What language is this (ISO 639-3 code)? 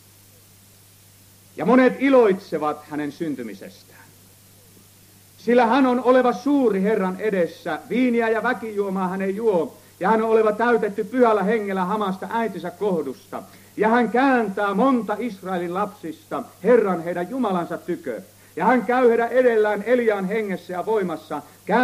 fin